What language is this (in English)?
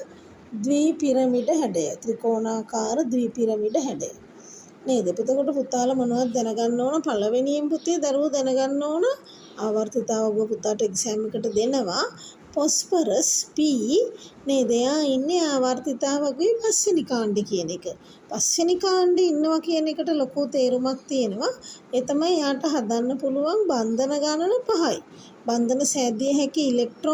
Sinhala